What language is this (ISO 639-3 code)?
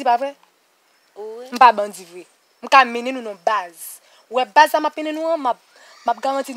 hat